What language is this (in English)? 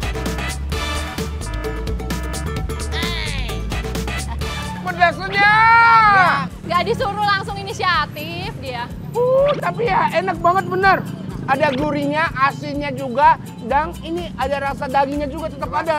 Indonesian